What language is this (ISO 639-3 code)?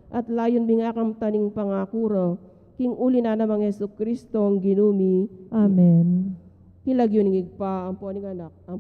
pam